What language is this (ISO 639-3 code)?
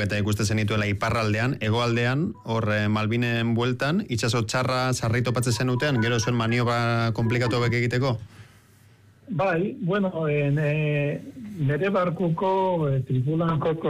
eus